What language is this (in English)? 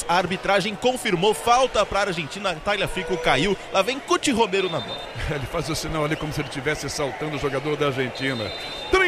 Portuguese